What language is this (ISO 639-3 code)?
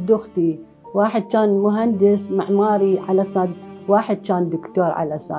acm